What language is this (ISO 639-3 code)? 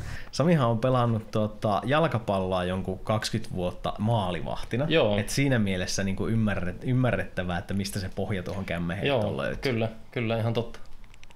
fin